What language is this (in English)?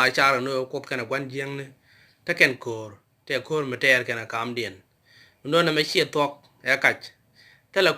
Nuer